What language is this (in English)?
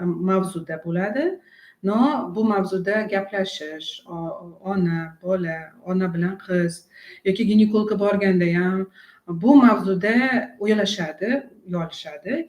Uzbek